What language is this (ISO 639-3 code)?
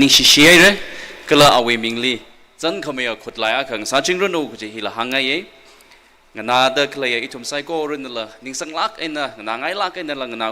nmf